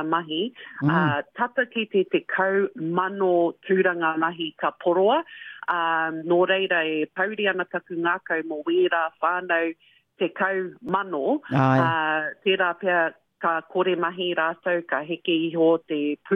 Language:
Māori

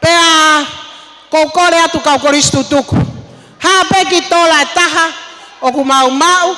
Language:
Tongan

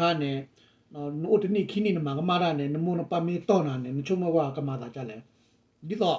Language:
S'gaw Karen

